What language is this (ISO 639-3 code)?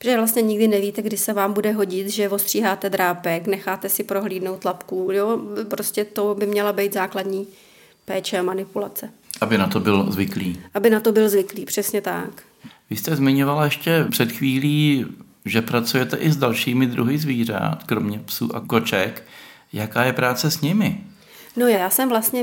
ces